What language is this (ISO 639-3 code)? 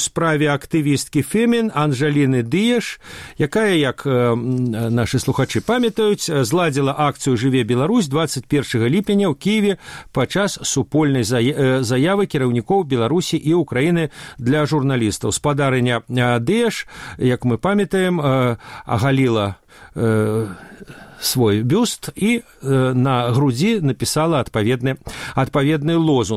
bel